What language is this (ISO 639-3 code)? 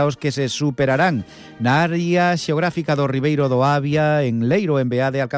glg